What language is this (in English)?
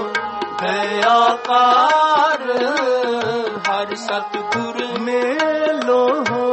Punjabi